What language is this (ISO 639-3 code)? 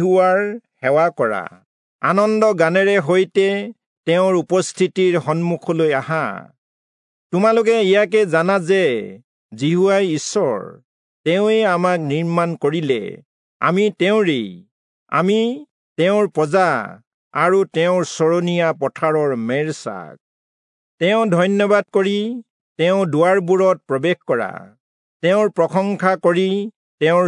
asm